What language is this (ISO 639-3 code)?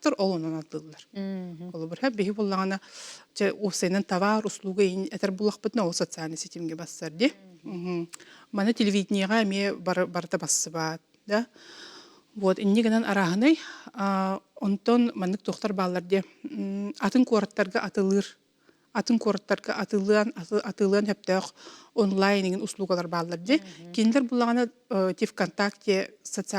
sah